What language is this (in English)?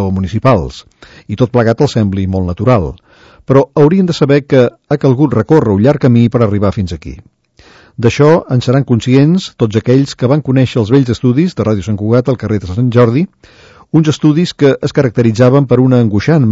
Catalan